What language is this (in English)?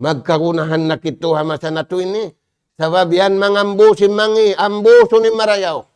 Tausug